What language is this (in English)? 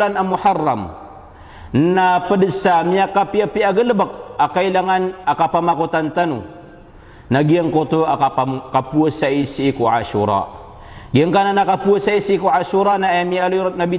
Maranao